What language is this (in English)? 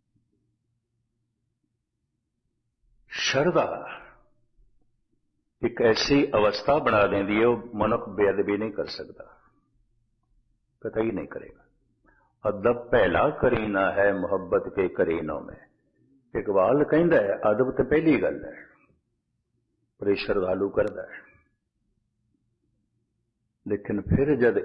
Punjabi